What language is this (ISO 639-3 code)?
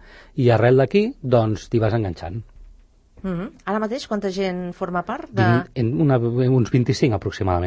cat